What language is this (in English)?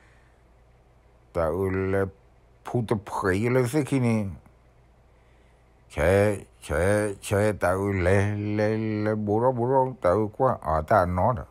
S'gaw Karen